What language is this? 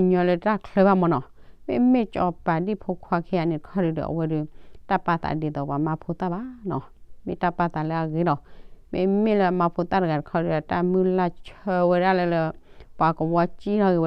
S'gaw Karen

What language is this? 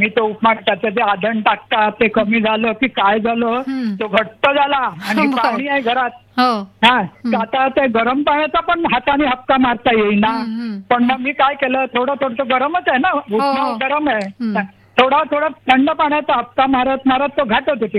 Marathi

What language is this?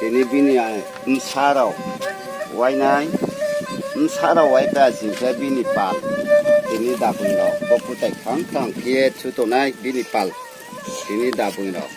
Riang (India)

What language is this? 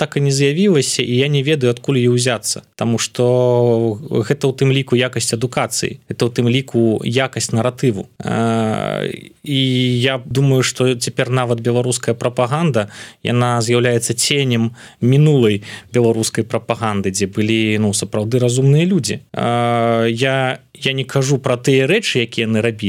Belarusian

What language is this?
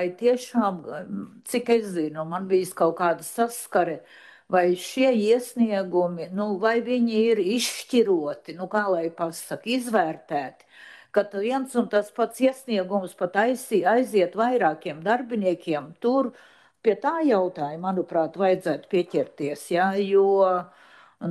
Latvian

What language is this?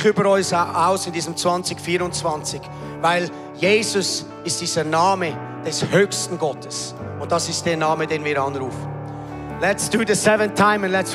Swiss German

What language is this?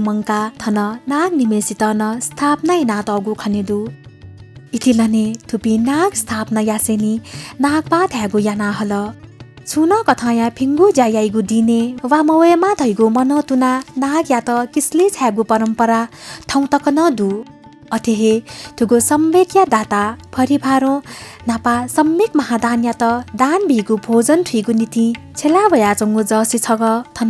Newari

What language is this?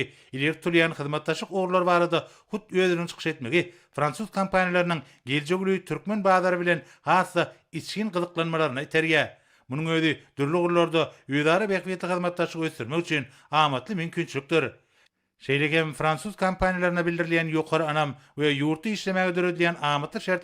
Turkmen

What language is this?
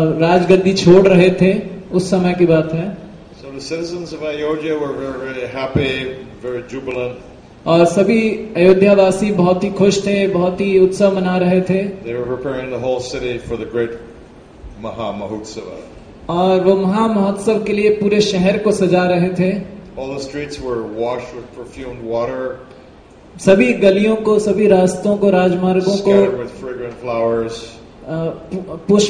Hindi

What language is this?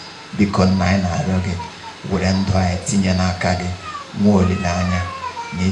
Igbo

